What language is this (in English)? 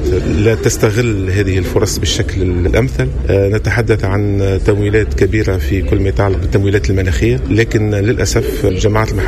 Tunisian Arabic